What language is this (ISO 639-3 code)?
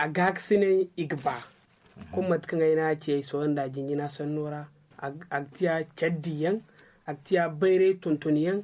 dje